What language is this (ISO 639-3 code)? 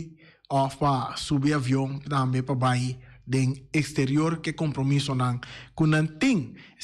pap